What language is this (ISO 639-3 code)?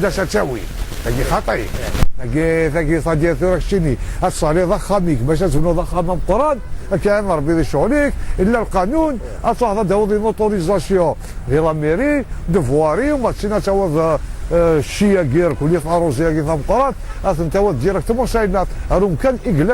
kab